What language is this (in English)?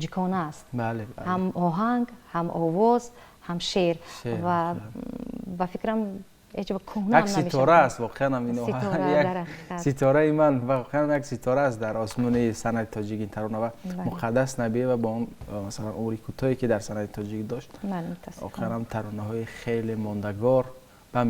Tajik